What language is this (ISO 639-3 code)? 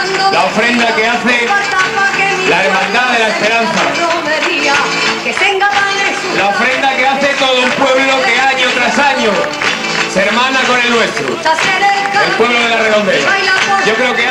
spa